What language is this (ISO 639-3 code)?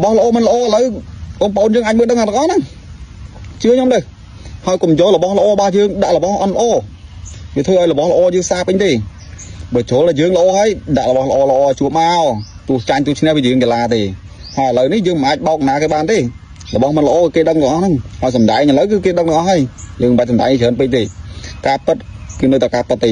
khm